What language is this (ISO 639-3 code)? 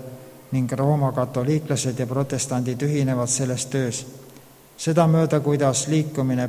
est